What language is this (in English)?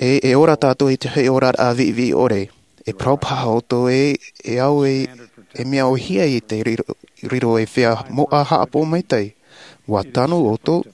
Tahitian